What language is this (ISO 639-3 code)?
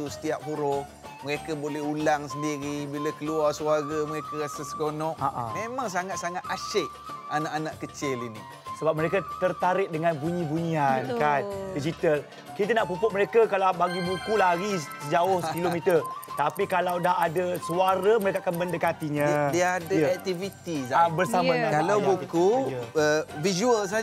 msa